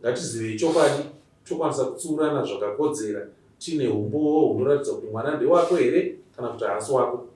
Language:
Shona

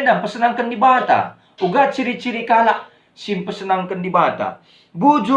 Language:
Batak Karo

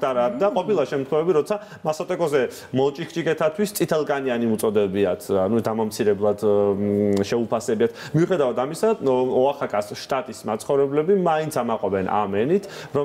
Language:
Georgian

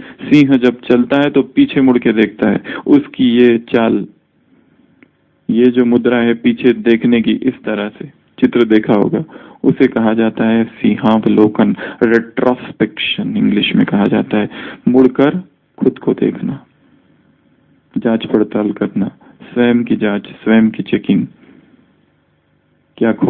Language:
Hindi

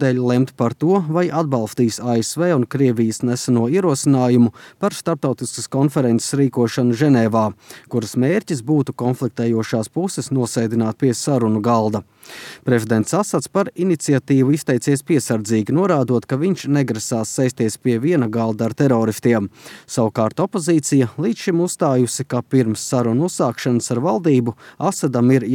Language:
Latvian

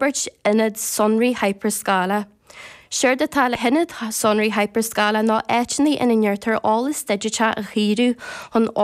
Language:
Irish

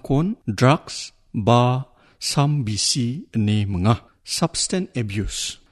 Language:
Garo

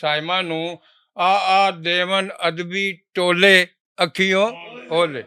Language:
Western Panjabi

